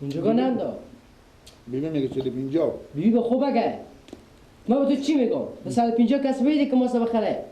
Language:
Persian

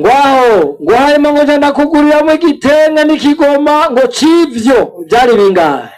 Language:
Rundi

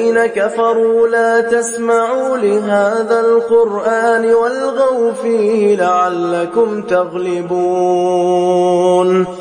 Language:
Arabic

